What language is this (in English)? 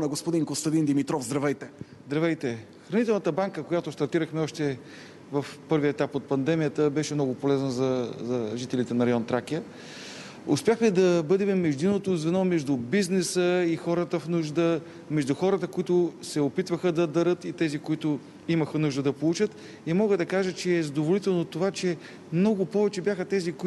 Bulgarian